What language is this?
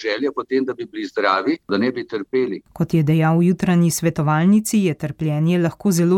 Slovenian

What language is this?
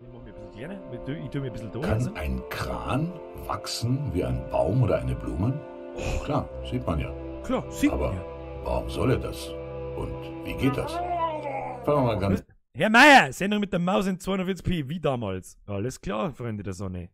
Bavarian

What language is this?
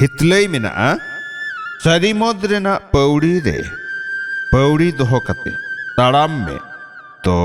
Santali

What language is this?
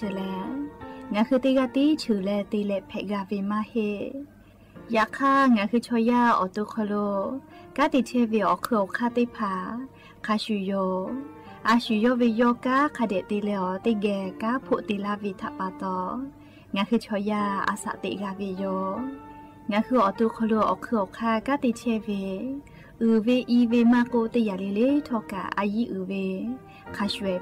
Lahu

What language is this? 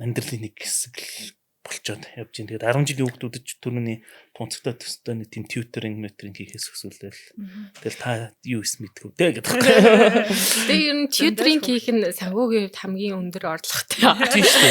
Mongolian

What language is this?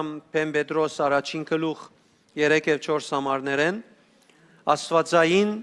Western Armenian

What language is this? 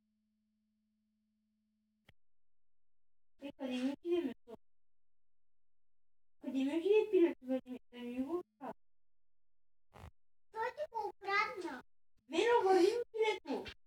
Bulgarian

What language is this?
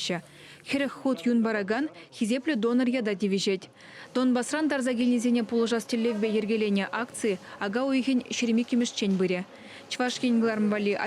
Chuvash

